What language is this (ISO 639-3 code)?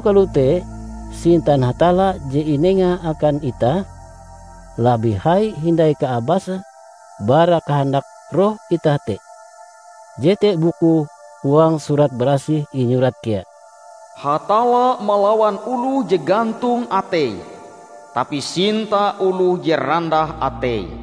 nij